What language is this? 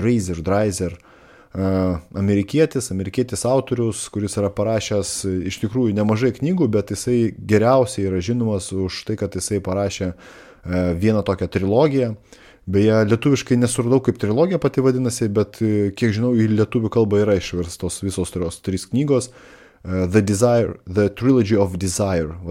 Lithuanian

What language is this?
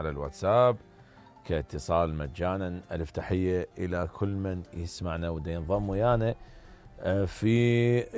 Mesopotamian Arabic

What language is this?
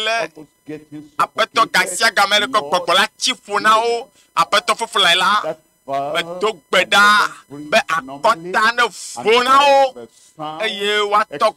Ewe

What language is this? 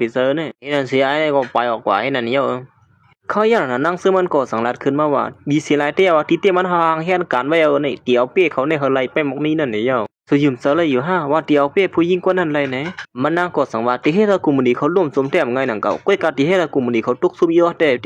Shan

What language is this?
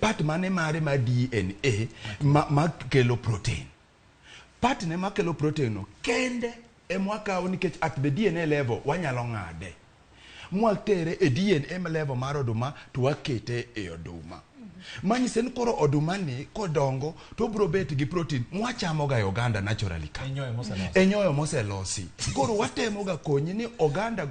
Luo (Kenya and Tanzania)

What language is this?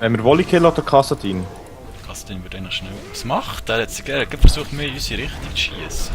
Swiss German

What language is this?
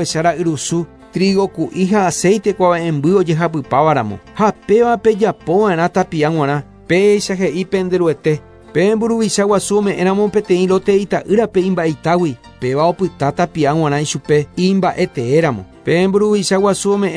Guarani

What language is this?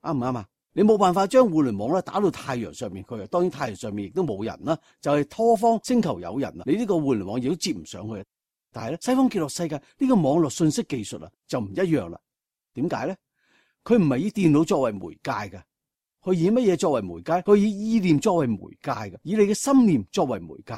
Cantonese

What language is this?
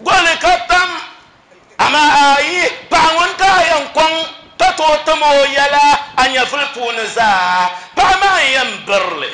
Dagbani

